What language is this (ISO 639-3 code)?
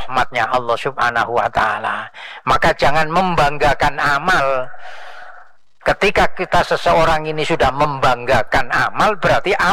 ind